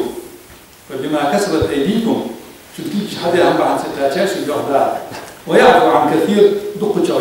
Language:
Ingush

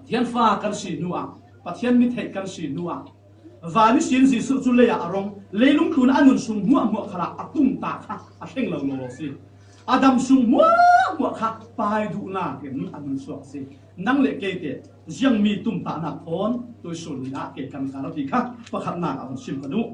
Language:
Falam Chin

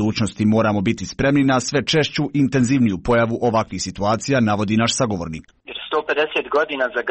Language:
Serbian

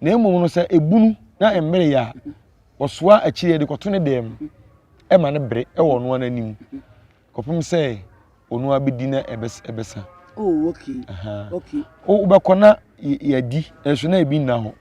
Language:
Akan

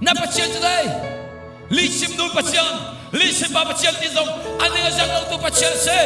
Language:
Hakha Chin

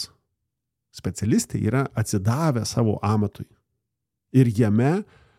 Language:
Lithuanian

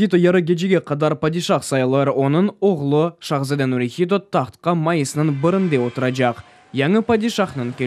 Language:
Crimean Tatar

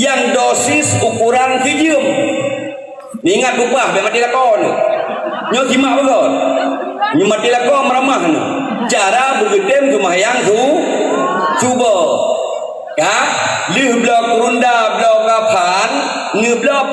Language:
Achinese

